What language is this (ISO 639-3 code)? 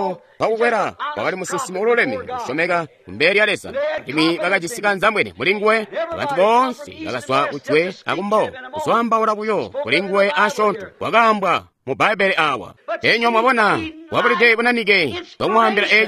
toi